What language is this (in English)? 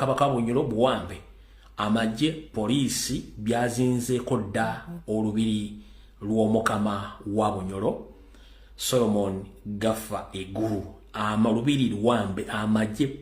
Ganda